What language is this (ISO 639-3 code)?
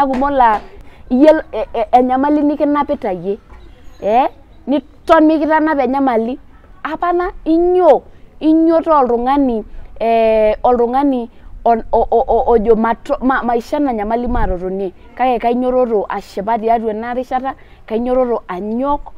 mas